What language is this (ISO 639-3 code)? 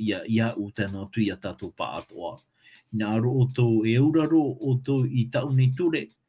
tah